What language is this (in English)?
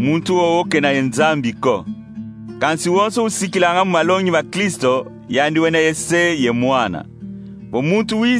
Kongo